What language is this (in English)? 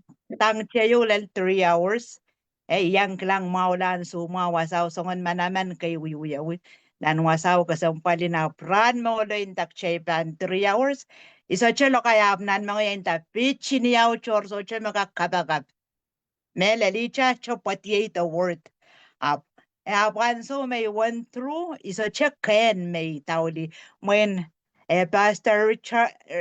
Pohnpeian